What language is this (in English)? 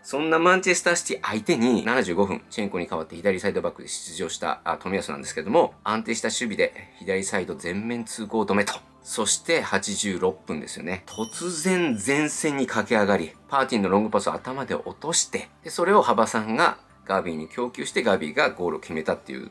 Japanese